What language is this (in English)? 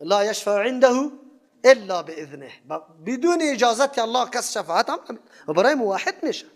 Persian